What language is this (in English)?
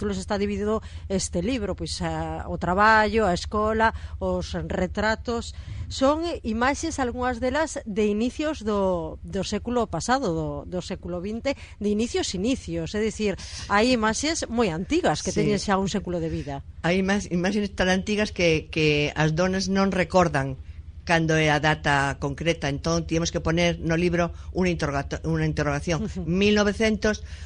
Galician